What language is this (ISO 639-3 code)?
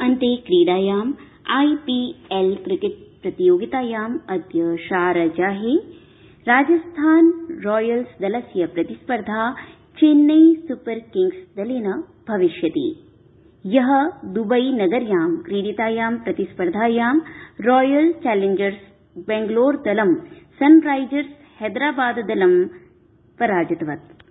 san